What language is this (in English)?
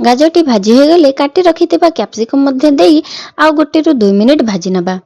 Odia